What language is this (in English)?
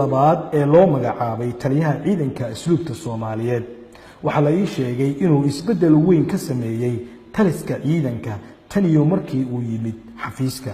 Somali